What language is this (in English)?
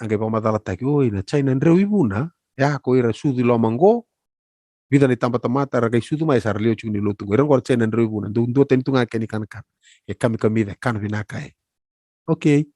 Fijian